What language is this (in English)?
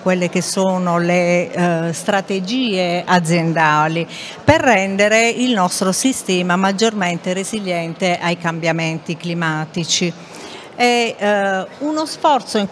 Italian